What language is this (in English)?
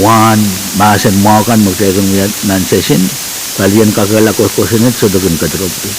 Pohnpeian